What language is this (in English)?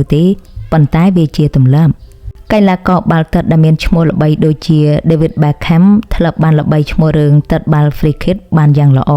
Khmer